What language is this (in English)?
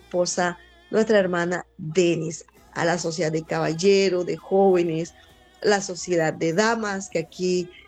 Spanish